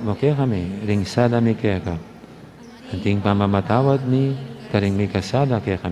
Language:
Pampanga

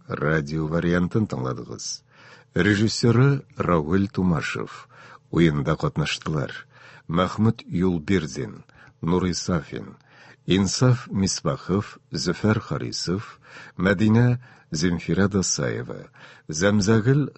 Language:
Tatar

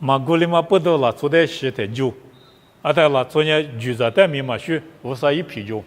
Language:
Lisu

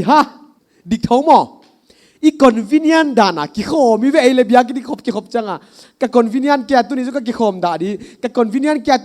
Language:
Paite Chin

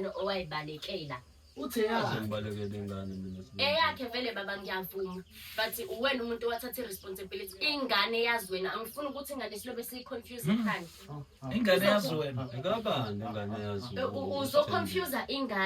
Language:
Zulu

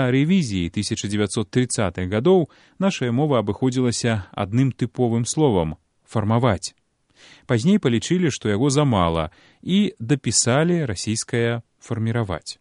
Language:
Belarusian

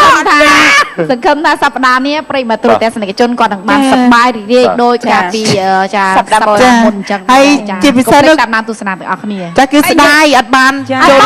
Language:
Khmer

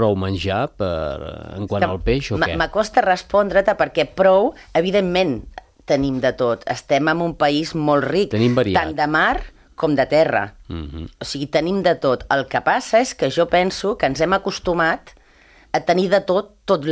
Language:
Catalan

